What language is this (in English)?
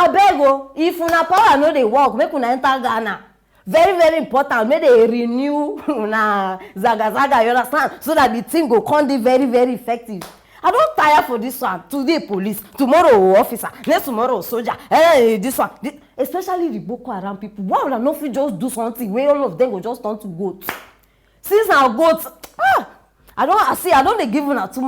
Nigerian Pidgin